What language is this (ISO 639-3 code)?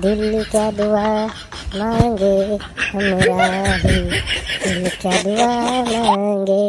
raj